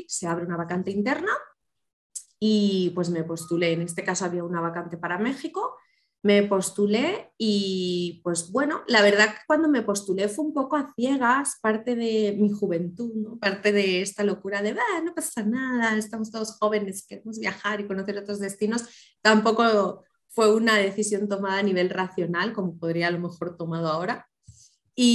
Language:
Spanish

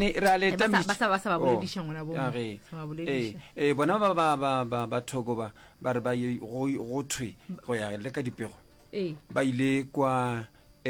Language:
Northern Sotho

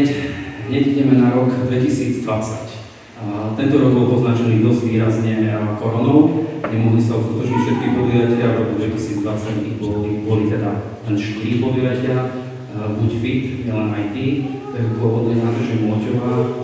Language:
Slovak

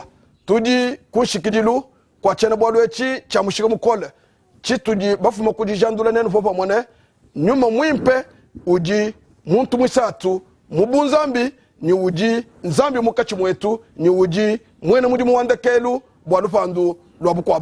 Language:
Luba-Lulua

